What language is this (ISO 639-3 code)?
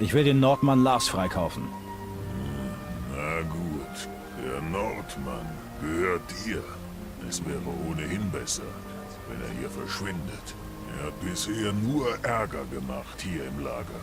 bar